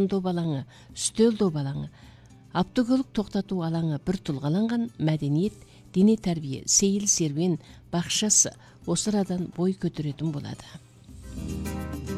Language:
Kazakh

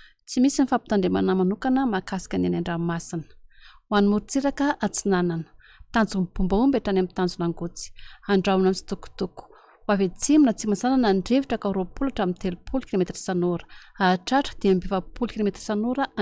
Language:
Malagasy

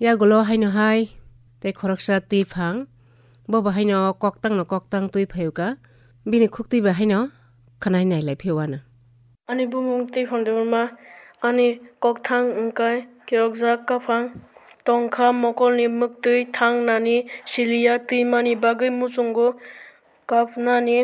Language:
Kok Borok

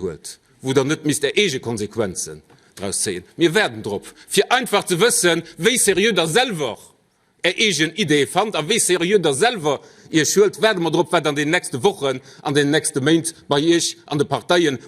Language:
Luxembourgish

